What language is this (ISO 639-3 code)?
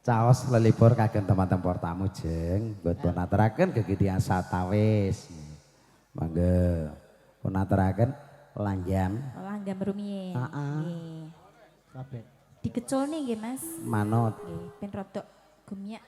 jav